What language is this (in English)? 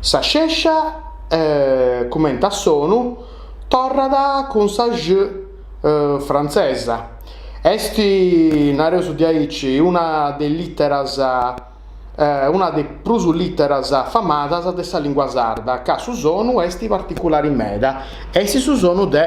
Sardinian